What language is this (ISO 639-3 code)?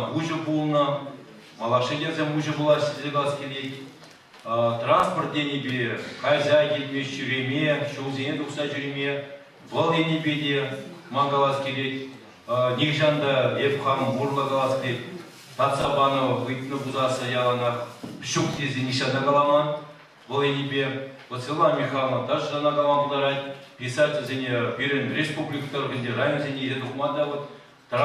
chv